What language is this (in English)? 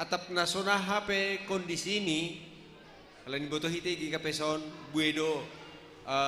Batak Simalungun